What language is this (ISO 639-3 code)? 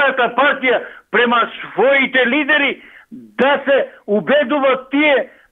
mkd